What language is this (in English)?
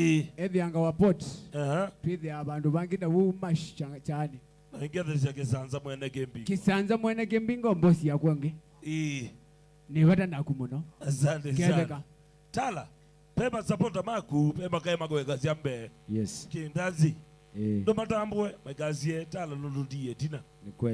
Kamba